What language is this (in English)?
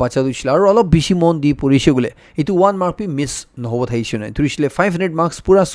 Naga Pidgin